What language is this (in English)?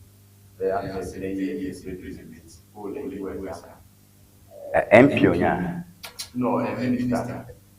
Ewe